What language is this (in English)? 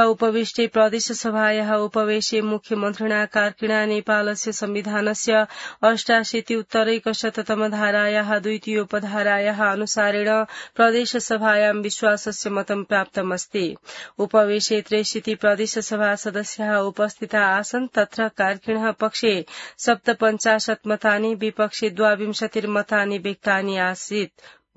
Sanskrit